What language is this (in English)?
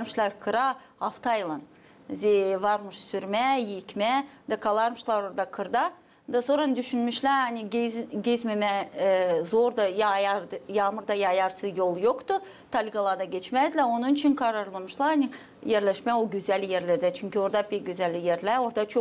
Gagauz